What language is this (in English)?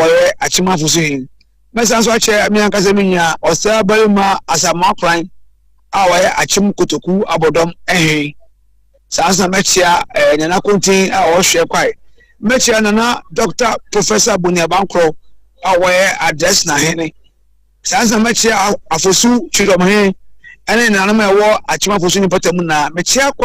Akan